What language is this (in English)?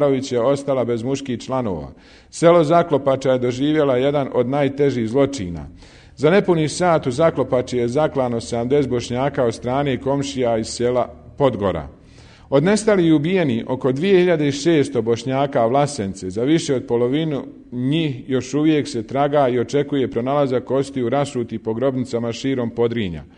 Bosnian